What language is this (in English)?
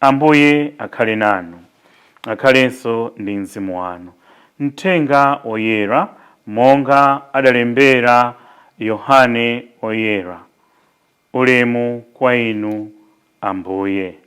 Nyanja